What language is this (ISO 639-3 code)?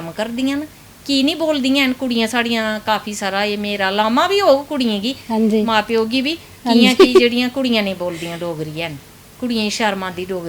doi